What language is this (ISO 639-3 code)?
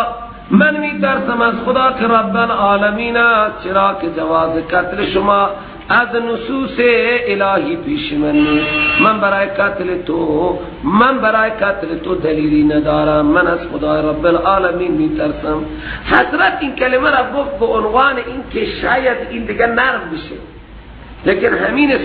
fas